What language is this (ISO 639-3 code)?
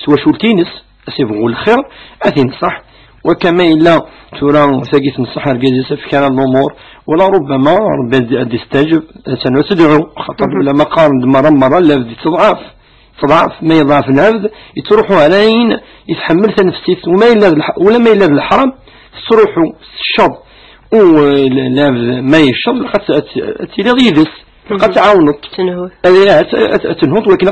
kab